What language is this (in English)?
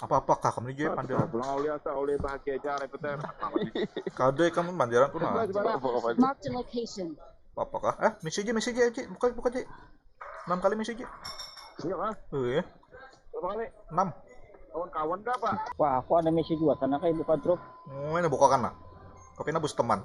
Banjar